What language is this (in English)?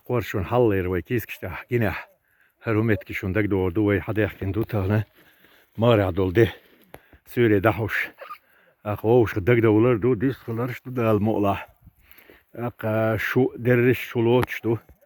Chechen